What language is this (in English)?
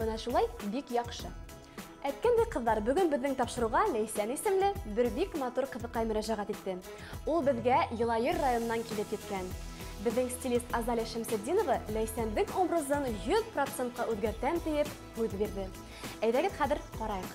Bashkir